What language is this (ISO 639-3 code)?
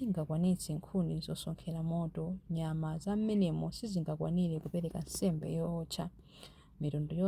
nya